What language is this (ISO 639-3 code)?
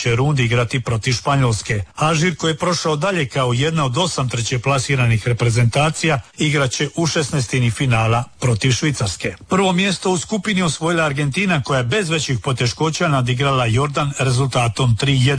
hrv